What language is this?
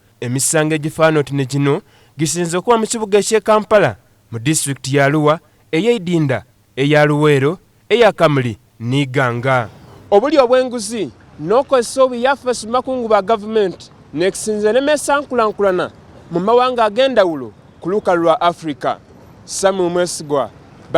Soga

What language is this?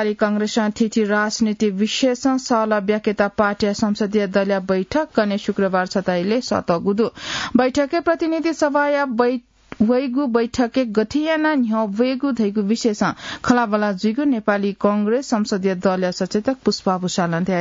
Newari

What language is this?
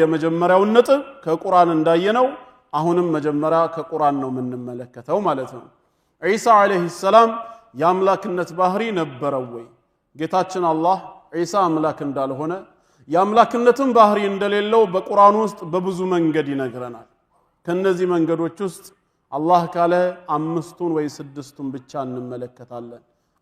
Amharic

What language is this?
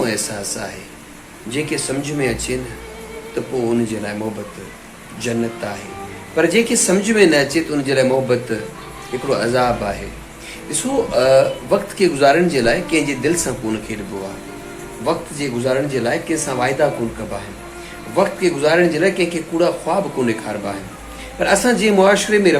Sindhi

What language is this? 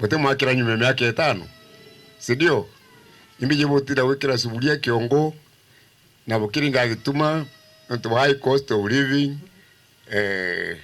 Meru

